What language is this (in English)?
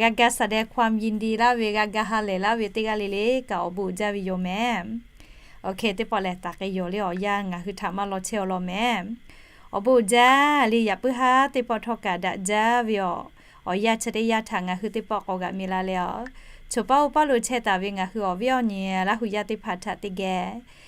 Lahu